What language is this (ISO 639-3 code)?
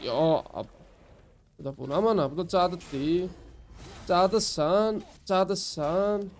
azb